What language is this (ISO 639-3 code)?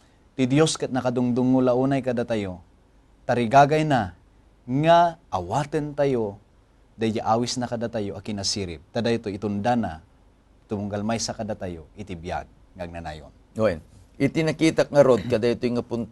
ilo